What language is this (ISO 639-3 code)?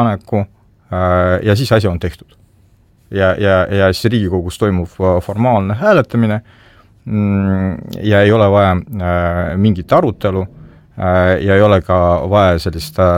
est